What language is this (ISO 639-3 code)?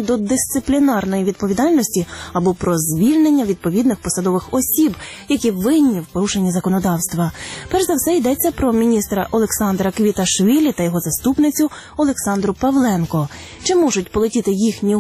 ukr